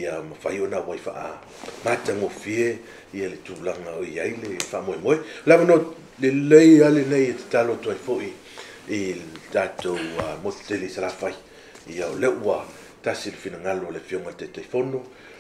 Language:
Samoan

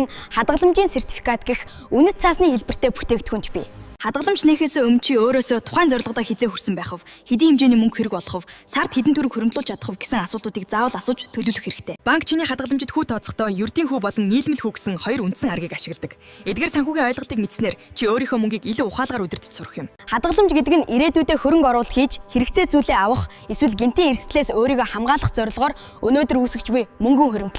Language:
Mongolian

